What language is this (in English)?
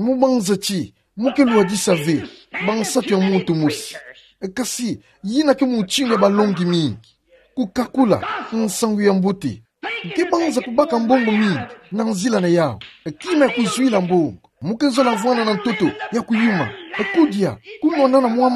Kituba (Democratic Republic of Congo)